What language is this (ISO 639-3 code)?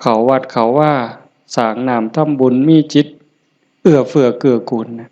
tts